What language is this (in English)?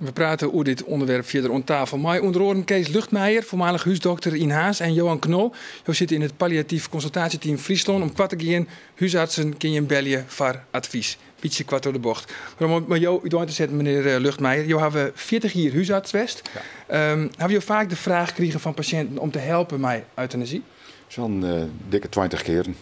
Western Frisian